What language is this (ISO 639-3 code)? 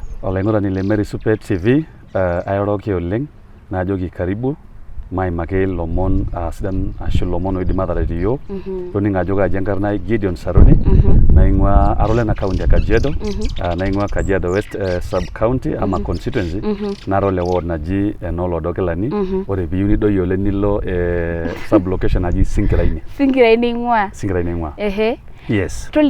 mas